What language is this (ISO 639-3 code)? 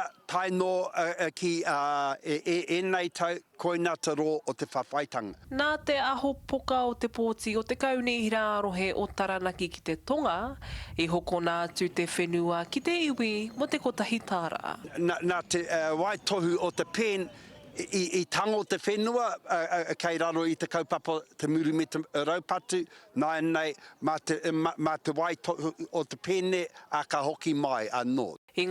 mri